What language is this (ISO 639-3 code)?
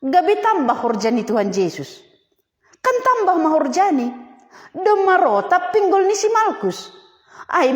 bts